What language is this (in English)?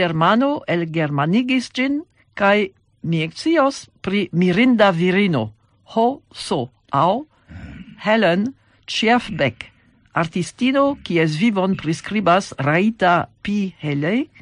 Esperanto